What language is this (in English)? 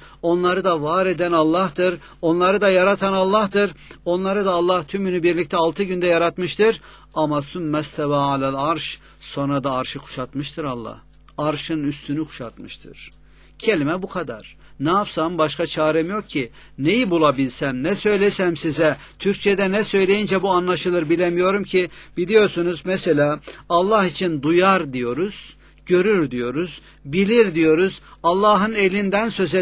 Turkish